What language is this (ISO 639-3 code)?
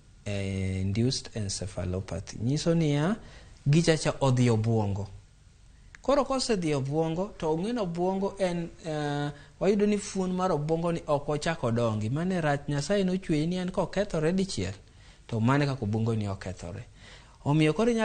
luo